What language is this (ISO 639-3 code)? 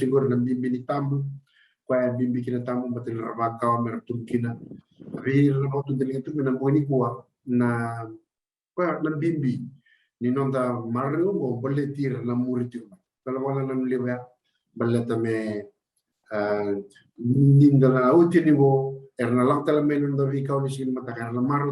fij